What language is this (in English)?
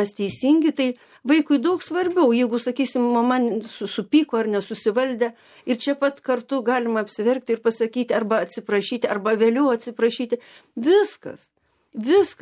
Lithuanian